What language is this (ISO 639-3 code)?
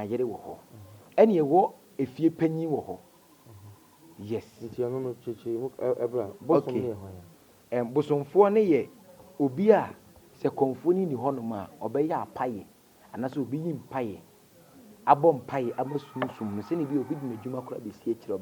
aka